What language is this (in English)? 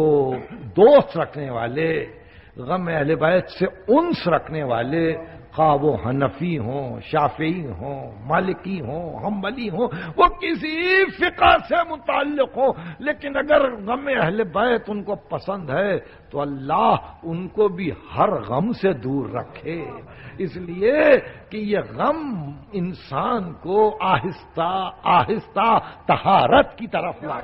Urdu